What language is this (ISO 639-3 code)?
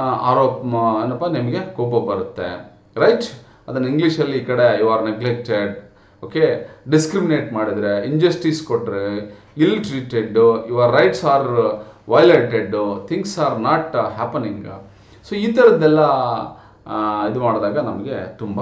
kan